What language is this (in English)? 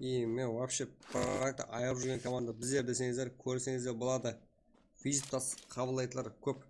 Kara-Kalpak